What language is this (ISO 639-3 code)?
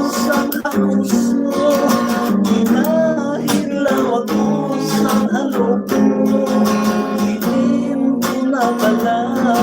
hil